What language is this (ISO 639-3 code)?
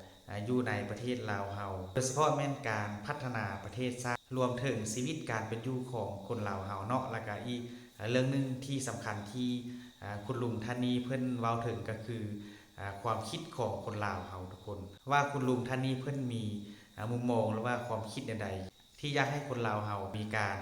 lao